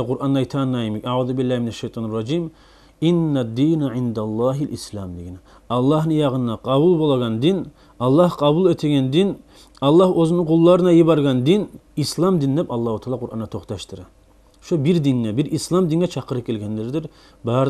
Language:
Kumyk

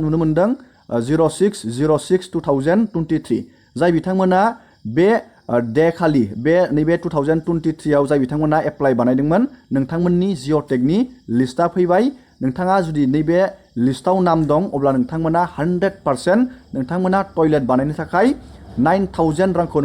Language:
Bodo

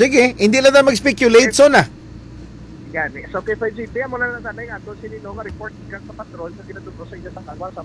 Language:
Hiligaynon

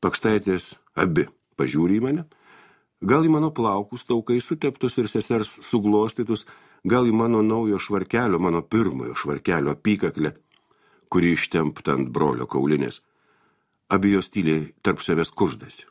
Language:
Lithuanian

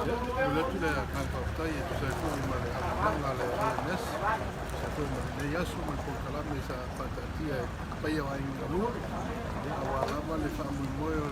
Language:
Samoan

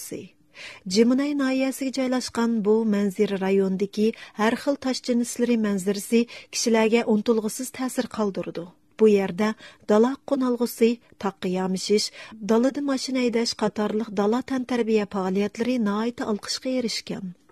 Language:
Uyghur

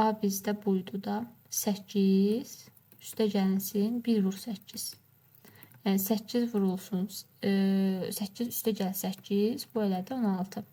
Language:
Azerbaijani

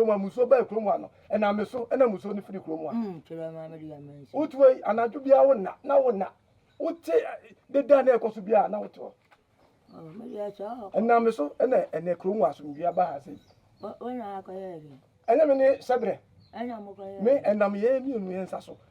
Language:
Akan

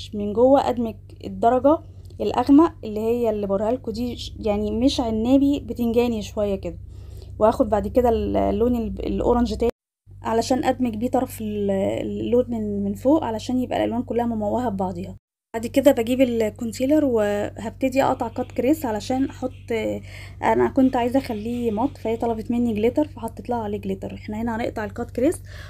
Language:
Egyptian Arabic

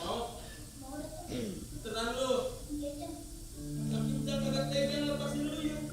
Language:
Betawi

